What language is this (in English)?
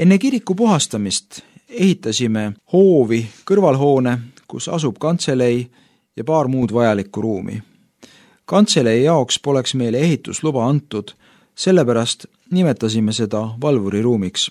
Estonian